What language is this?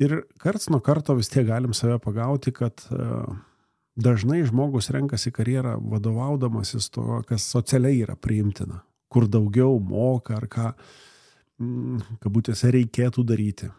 Lithuanian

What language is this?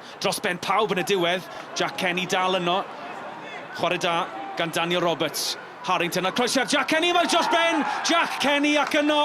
Welsh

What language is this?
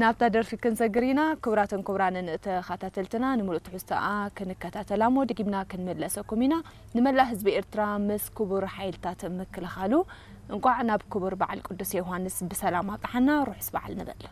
Tigrinya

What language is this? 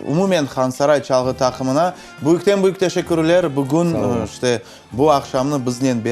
Crimean Tatar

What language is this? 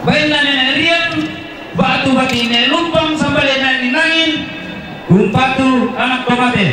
Toraja-Sa'dan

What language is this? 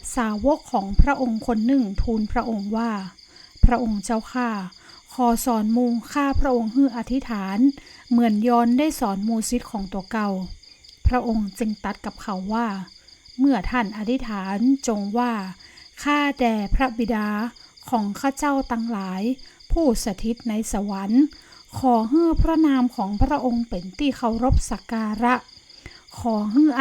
Northern Thai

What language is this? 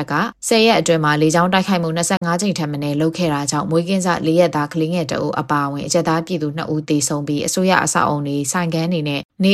Burmese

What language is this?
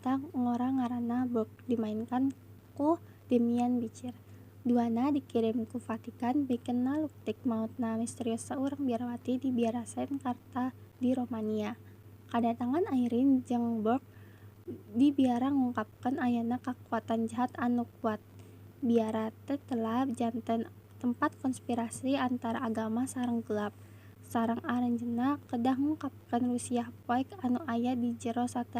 Sundanese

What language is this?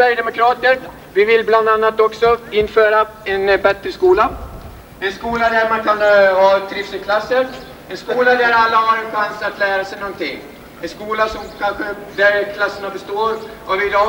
Swedish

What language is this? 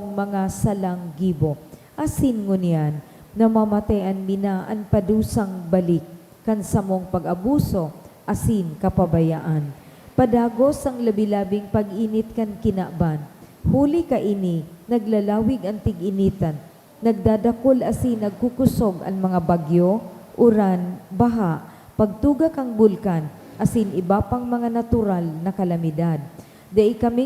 Bikol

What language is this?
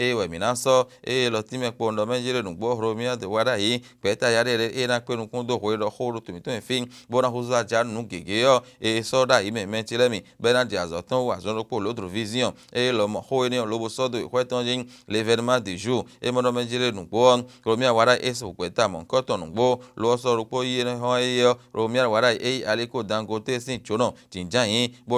Fon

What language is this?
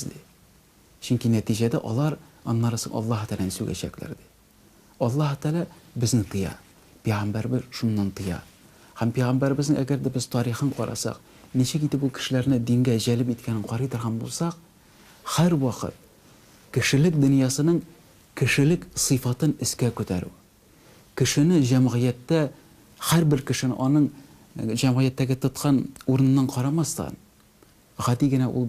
Tatar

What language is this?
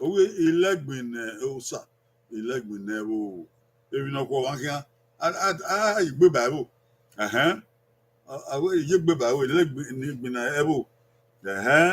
Bini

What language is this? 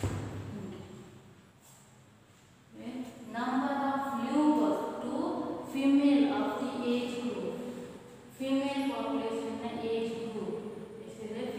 Kannada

